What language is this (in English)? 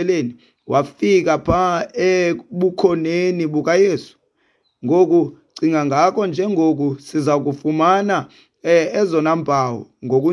Xhosa